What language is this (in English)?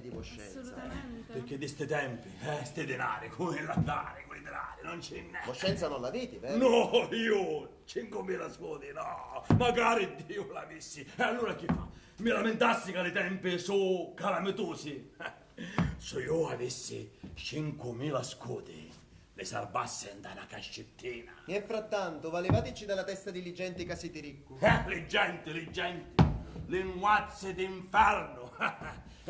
Sicilian